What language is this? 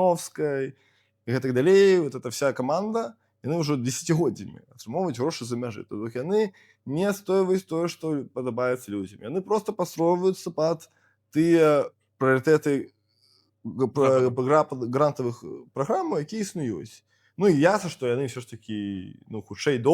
Belarusian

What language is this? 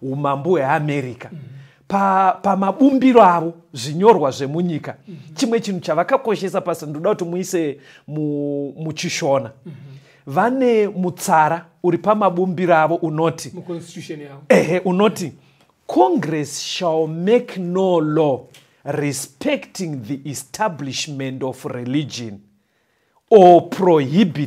Shona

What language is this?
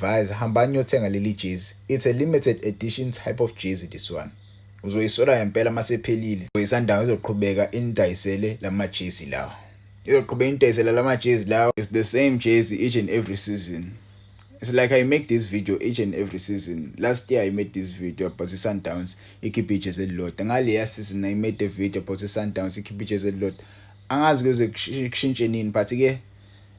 Zulu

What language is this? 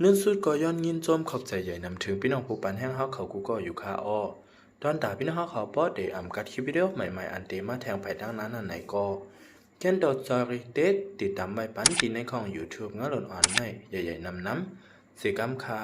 Shan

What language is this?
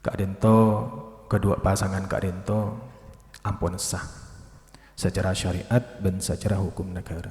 Madurese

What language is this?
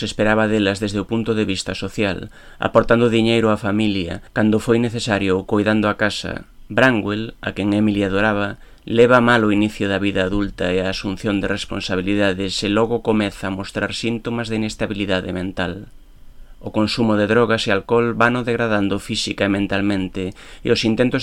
Galician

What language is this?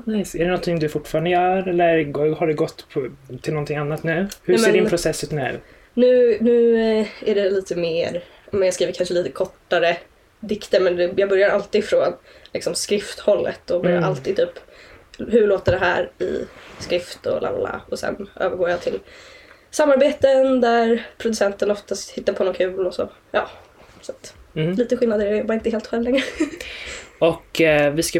Swedish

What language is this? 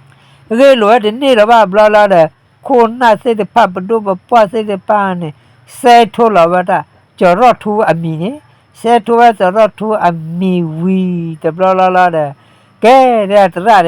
S'gaw Karen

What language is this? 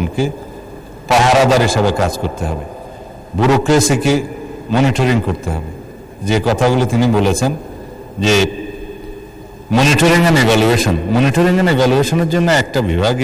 Bangla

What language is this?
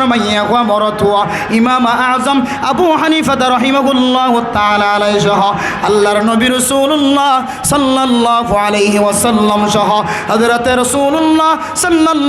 Rohingya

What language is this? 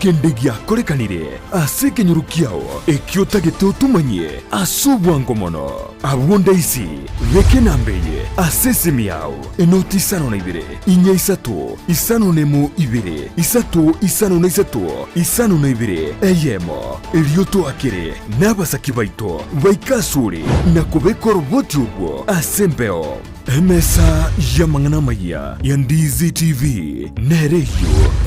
Gusii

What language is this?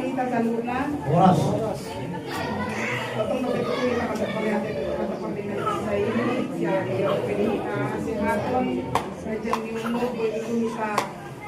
Batak Toba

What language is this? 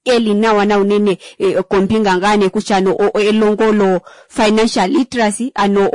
Kuanyama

